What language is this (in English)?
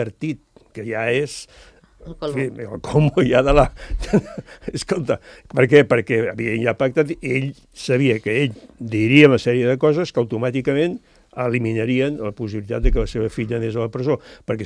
Catalan